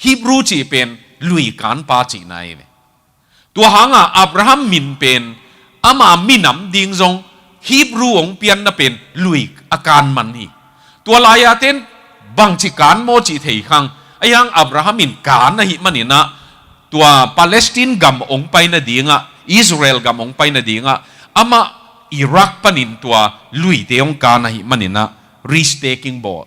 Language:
Tedim Chin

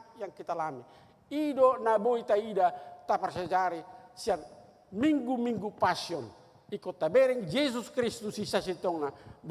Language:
Batak Toba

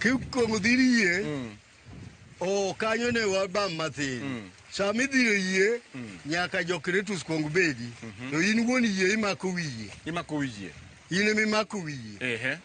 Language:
Luo (Kenya and Tanzania)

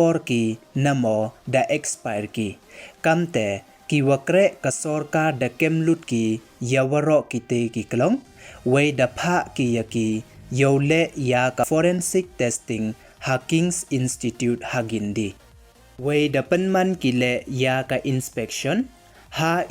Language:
Pnar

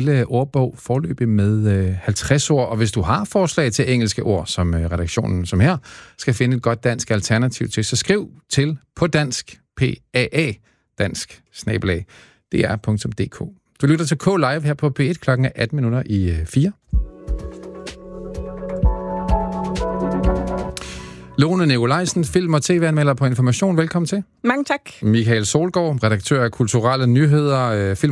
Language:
Danish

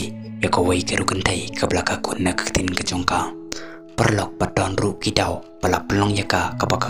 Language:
Khasi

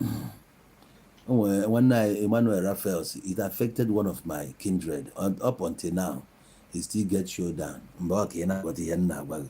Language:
Igbo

